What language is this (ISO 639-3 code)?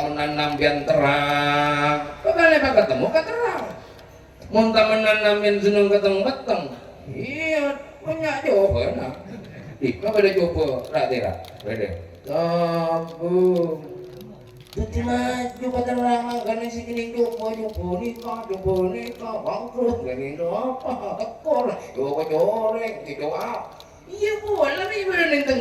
mad